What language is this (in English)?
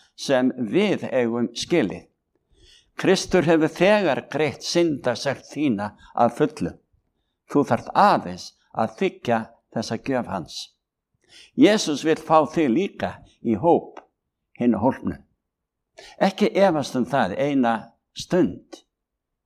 Icelandic